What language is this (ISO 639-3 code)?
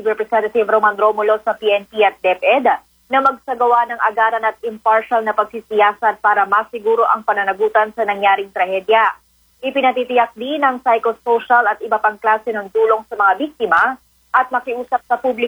fil